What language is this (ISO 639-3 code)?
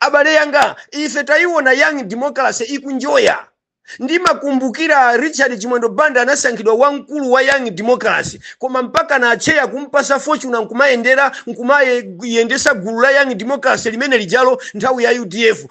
nya